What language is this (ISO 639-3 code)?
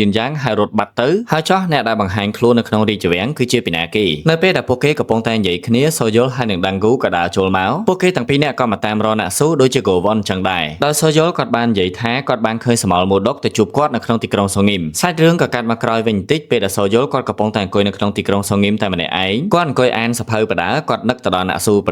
khm